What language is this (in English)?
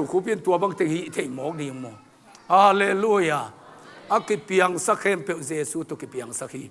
Tedim Chin